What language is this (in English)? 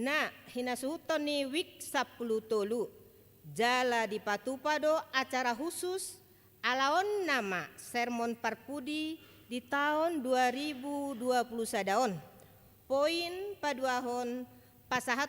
Batak Toba